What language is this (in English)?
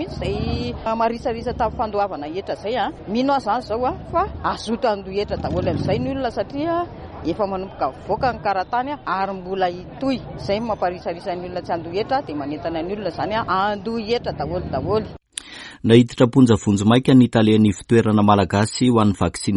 Malagasy